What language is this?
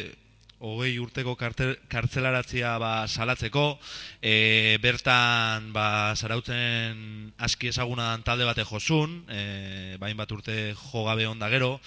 Basque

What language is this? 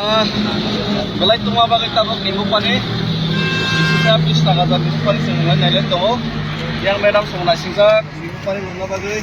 Kok Borok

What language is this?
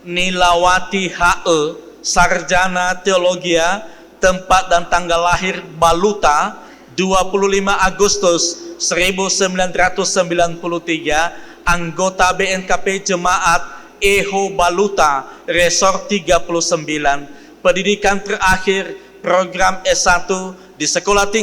Nias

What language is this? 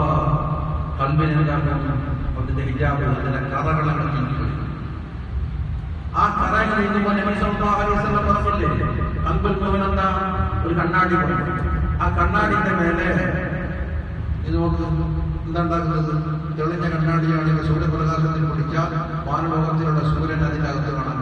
Malayalam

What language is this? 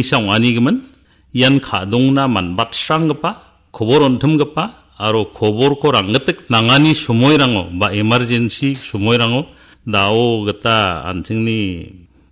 Garo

